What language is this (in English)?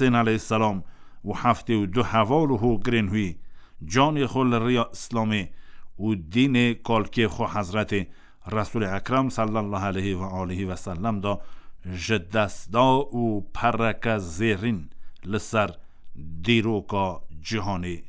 Kurdish